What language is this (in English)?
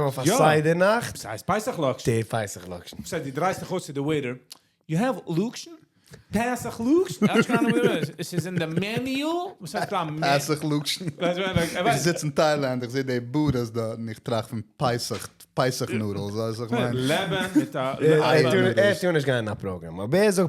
Yiddish